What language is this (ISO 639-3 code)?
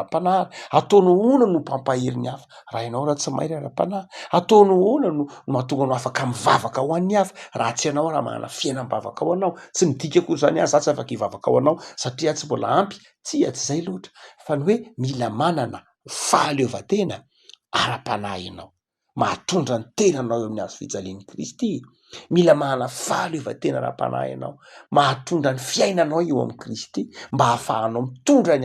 mlg